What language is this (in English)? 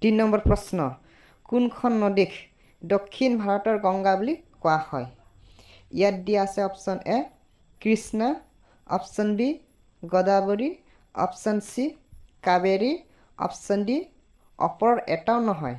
Assamese